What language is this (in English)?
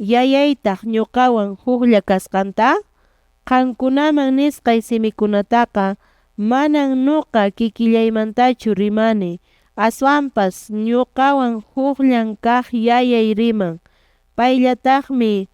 Quechua